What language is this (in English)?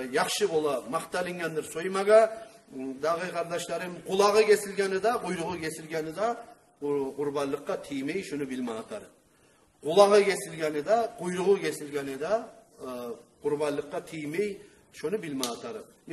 Kumyk